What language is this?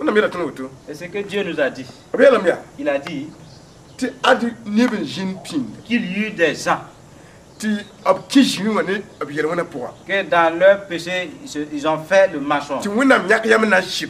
Mossi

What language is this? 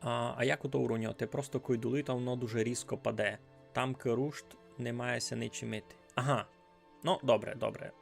Rusyn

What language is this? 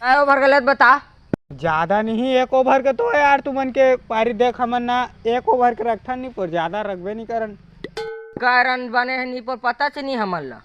Chhattisgarhi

